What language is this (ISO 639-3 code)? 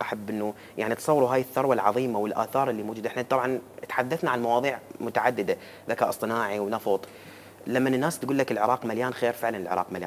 acm